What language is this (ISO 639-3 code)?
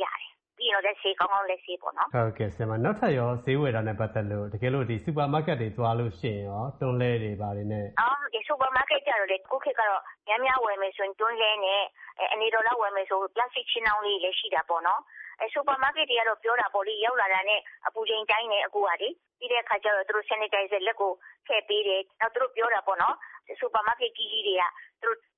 mya